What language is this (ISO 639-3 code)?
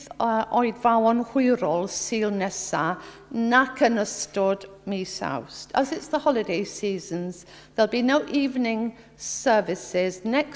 cym